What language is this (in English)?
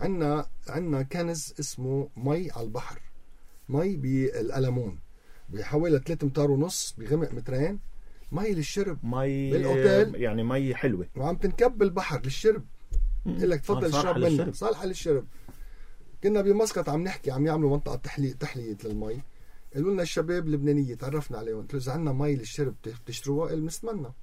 North Levantine Arabic